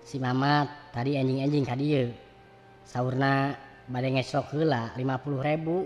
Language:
Sundanese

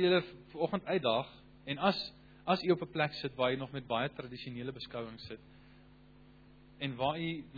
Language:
Afrikaans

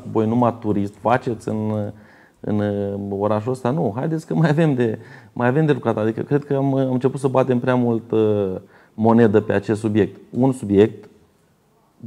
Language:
Romanian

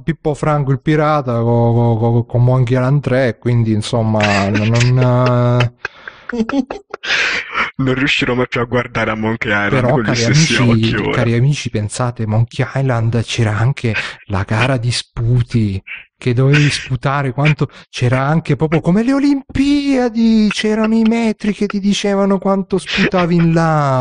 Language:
Italian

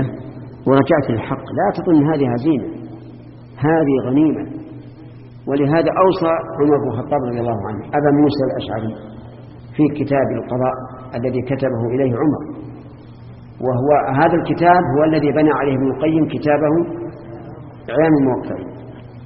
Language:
Arabic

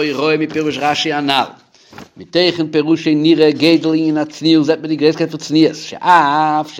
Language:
Yiddish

